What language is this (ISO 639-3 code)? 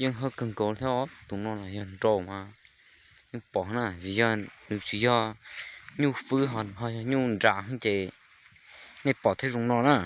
hmn